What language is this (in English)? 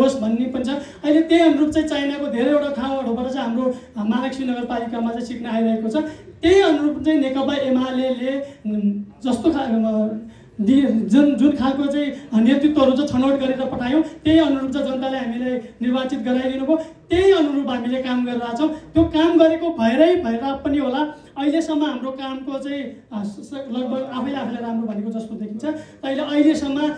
Nepali